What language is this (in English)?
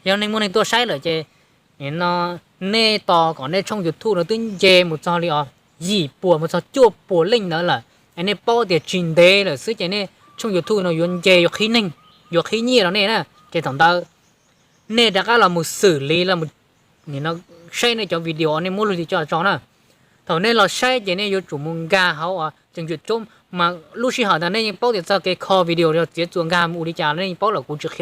Hmong